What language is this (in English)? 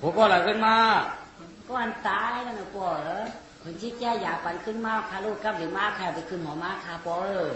Shan